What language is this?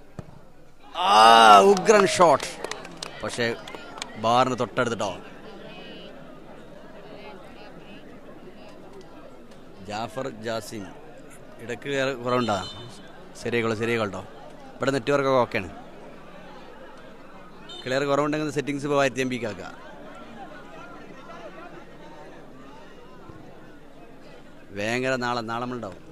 Malayalam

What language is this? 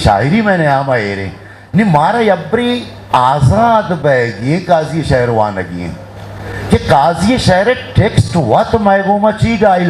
Eastern Balochi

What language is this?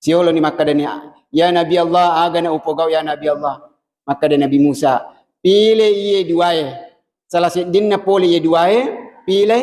Buginese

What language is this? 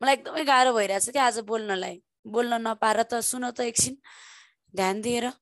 Nepali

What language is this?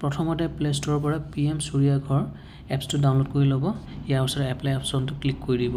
Assamese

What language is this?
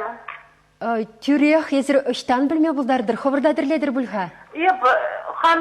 Chuvash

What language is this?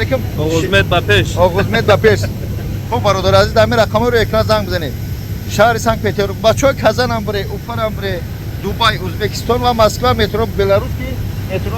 Tajik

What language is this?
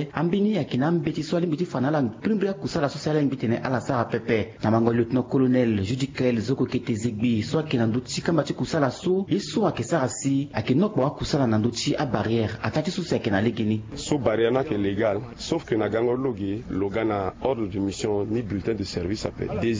Sango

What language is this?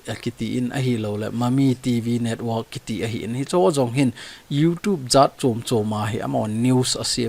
Thado Chin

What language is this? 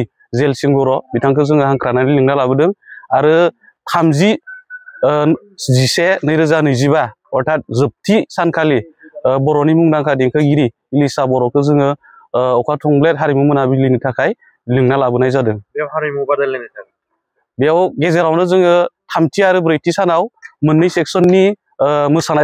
Bodo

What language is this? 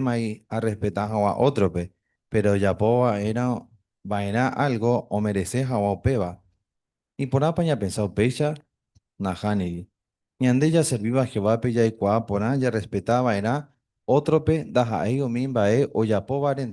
Guarani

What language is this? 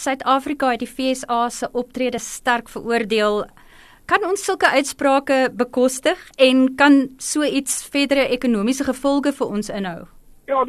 Afrikaans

